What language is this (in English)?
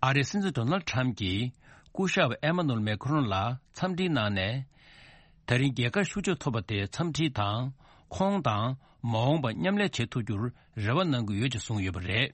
Tibetan